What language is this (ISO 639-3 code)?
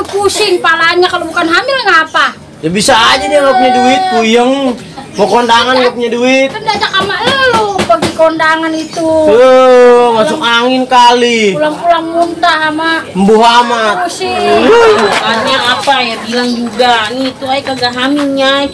bew